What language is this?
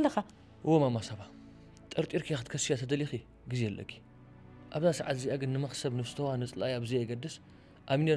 Tigrinya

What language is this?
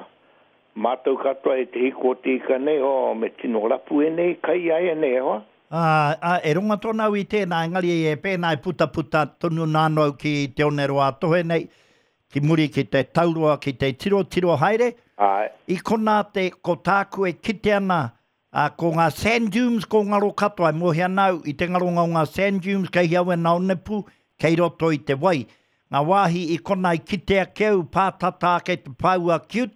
Māori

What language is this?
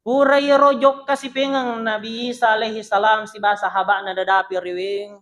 Buginese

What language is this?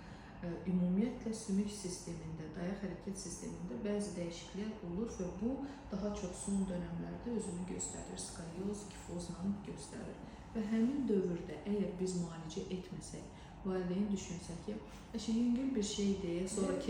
Azerbaijani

